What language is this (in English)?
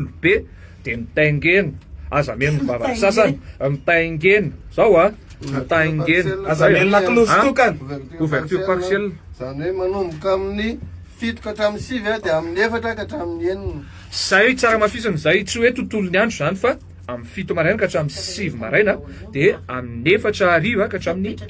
Malagasy